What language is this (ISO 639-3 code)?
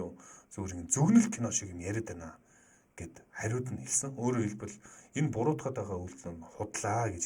mon